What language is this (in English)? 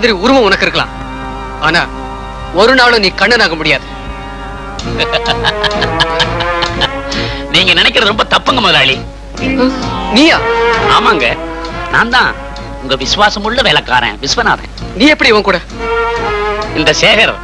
Tamil